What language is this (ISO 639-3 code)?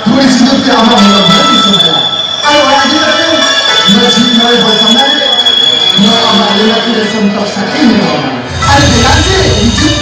sat